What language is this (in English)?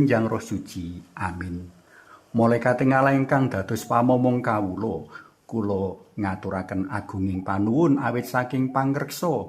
Javanese